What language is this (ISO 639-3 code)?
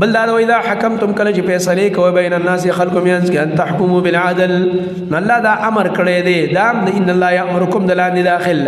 pus